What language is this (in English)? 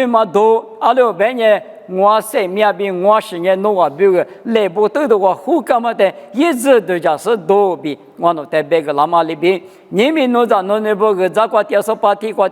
Lisu